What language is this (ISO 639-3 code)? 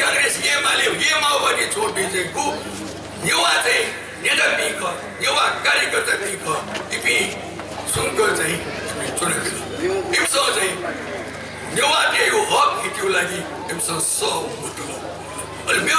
new